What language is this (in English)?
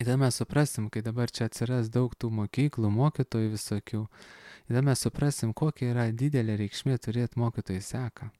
Lithuanian